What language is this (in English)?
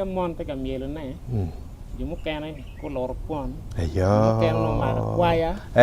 Acoli